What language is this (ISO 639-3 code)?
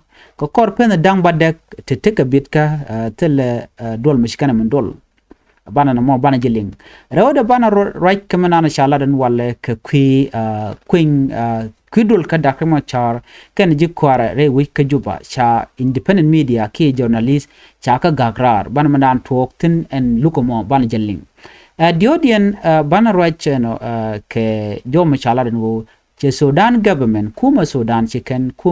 nus